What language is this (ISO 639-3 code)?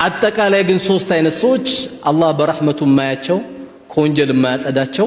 amh